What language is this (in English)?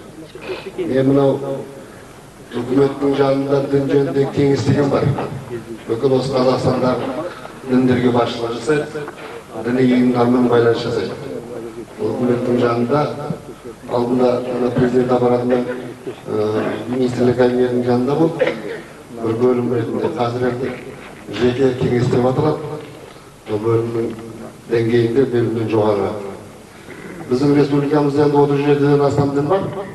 Kazakh